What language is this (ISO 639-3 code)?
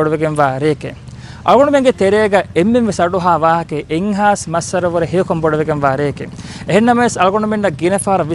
div